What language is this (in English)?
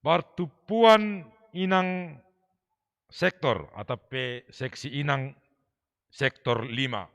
Batak Simalungun